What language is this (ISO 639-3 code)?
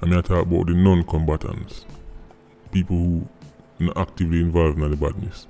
jam